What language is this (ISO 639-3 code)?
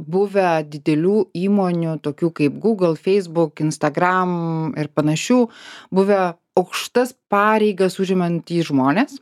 lit